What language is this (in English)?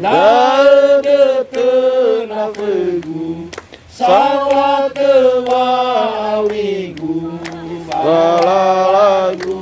Nias